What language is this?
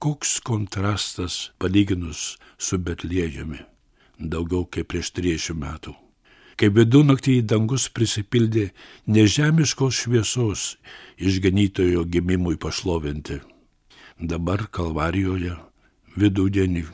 Lithuanian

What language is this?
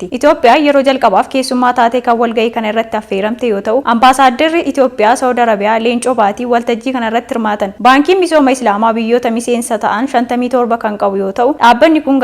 Oromo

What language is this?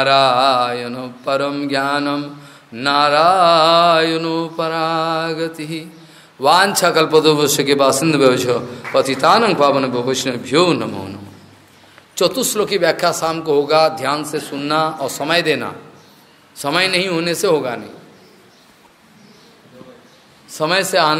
Hindi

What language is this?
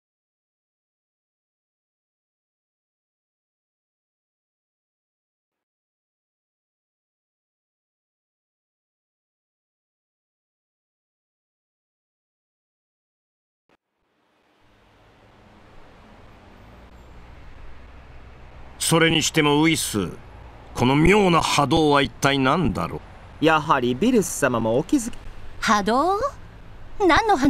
Japanese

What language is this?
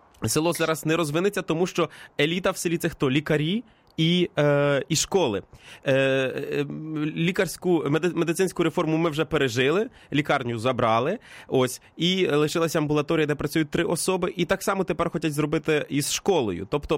Ukrainian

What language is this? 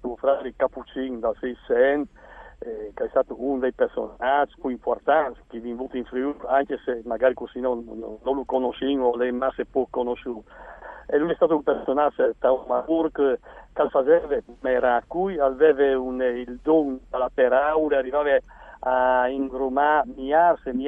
Friulian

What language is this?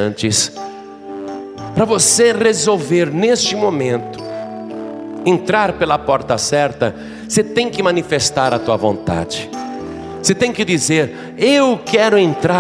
Portuguese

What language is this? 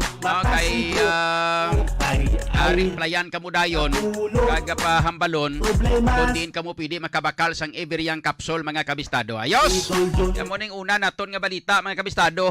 Hiligaynon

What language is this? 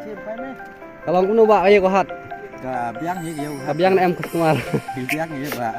Khasi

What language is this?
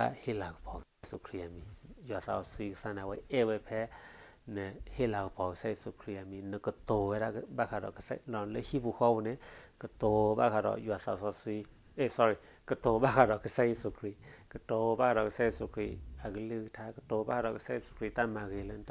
S'gaw Karen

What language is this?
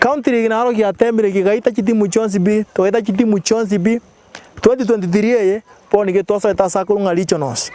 Gusii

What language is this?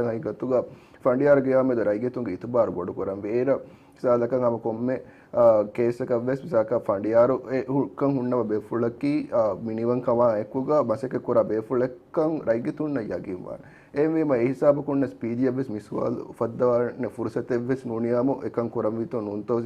Divehi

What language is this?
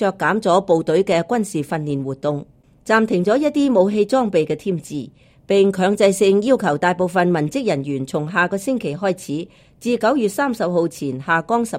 Cantonese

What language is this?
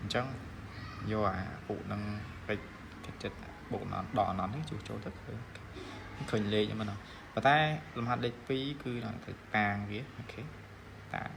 Khmer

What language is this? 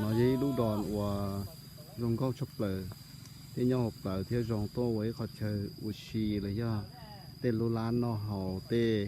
Hmong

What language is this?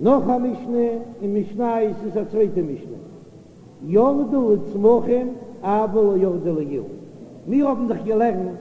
Yiddish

